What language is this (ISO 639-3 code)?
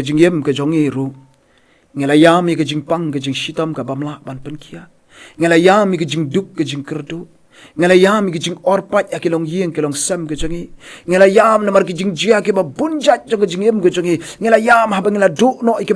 kha